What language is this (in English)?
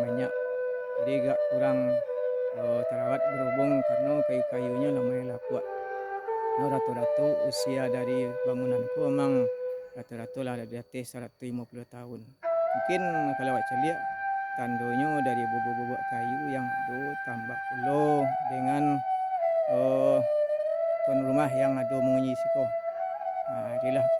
Minangkabau